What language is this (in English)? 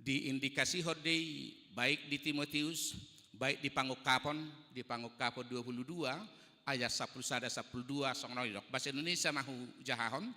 Batak Toba